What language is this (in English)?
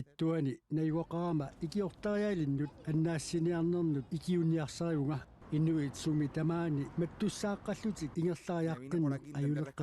Kalaallisut